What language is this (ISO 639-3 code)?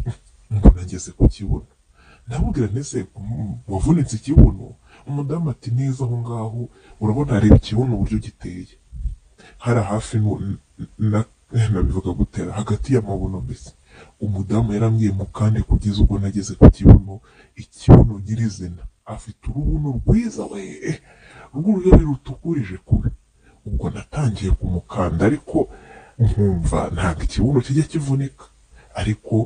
kin